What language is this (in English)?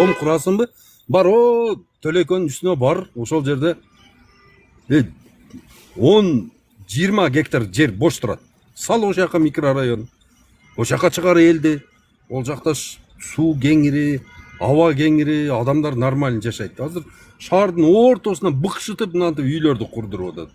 Kyrgyz